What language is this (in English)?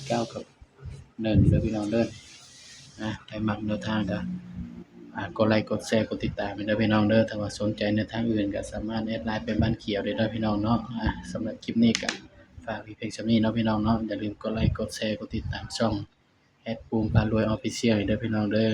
Northeastern Thai